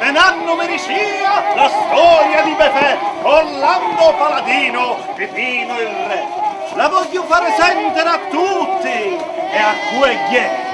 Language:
Sicilian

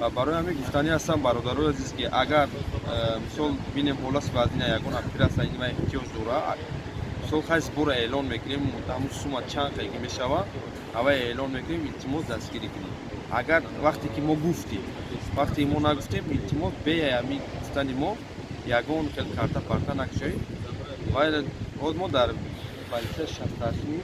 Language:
Tajik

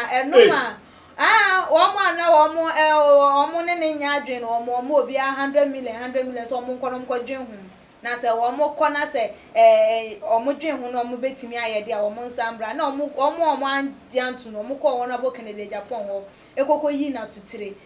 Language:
Akan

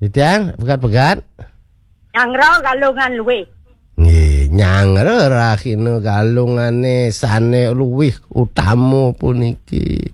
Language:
Balinese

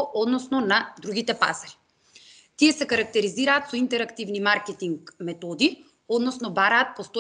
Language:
Macedonian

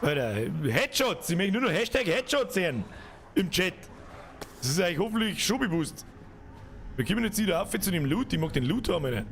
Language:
Bavarian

